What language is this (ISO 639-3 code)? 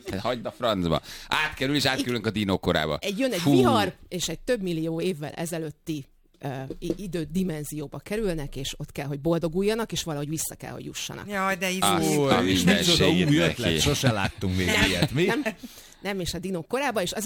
hun